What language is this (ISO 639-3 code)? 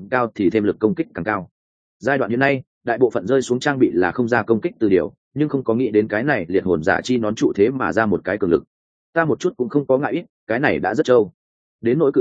vie